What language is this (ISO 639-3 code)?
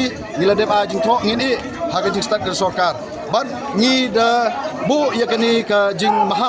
kha